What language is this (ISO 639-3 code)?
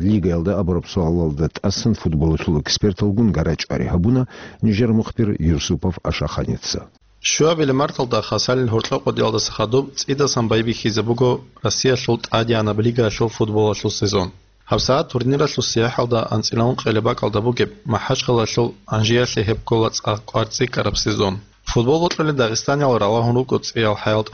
ava